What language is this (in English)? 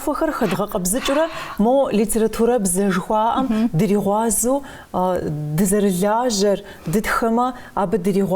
Kabardian